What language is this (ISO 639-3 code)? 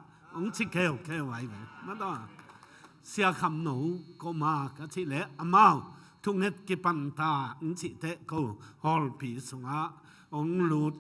ctd